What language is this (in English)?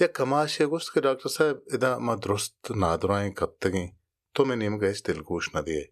Baluchi